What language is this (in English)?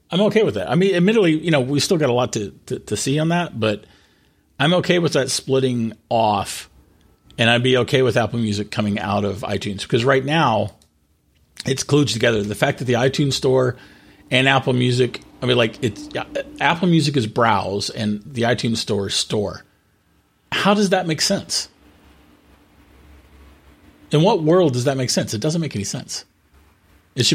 English